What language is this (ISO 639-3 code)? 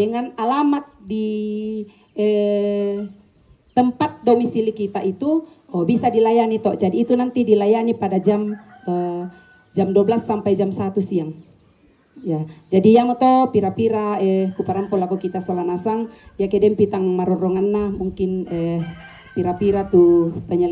sda